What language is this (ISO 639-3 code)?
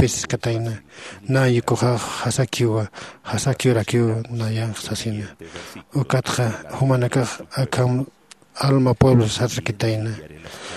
aym